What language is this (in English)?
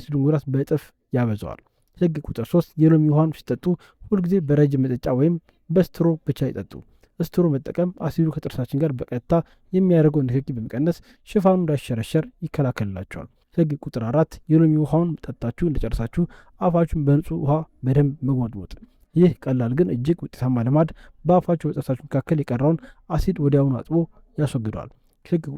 Amharic